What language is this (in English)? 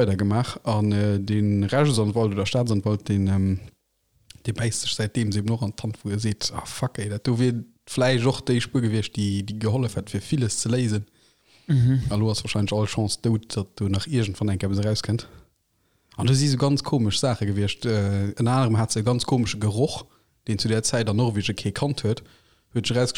Luxembourgish